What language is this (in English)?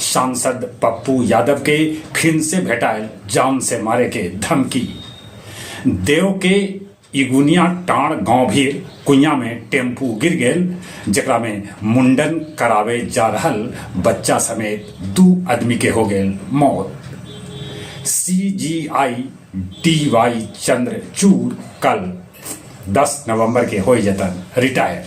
Magahi